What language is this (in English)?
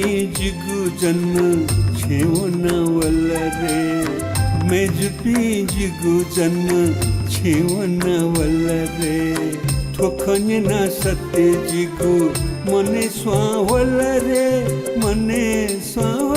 Newari